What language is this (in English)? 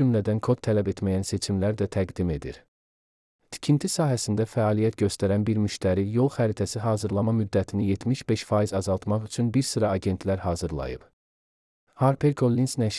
Azerbaijani